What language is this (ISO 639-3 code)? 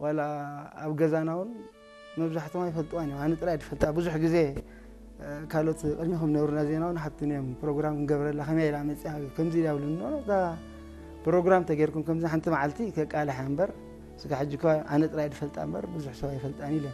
tir